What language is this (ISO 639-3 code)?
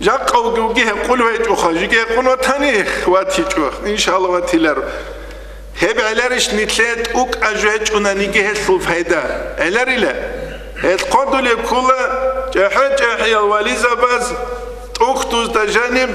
ava